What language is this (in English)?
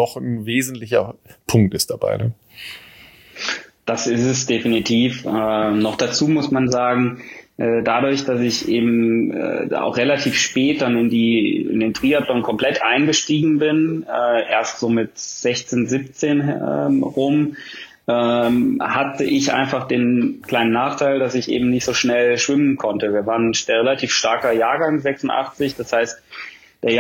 German